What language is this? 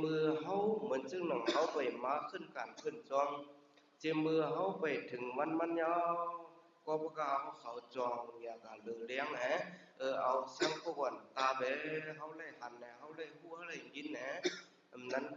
Shan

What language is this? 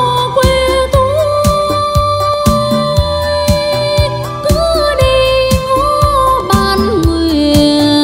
Vietnamese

